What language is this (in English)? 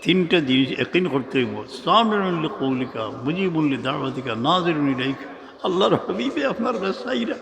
Sylheti